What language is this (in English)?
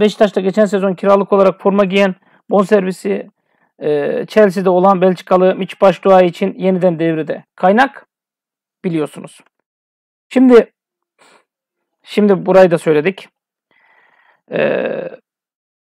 Turkish